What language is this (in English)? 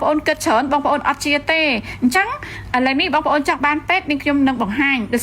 Khmer